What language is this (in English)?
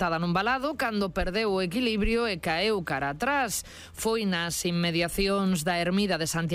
Galician